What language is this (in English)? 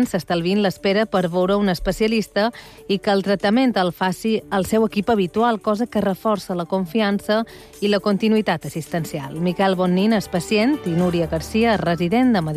Catalan